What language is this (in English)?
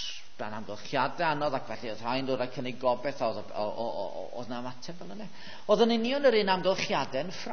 Welsh